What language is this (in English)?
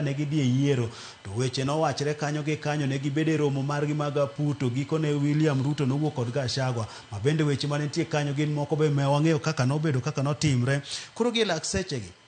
Luo (Kenya and Tanzania)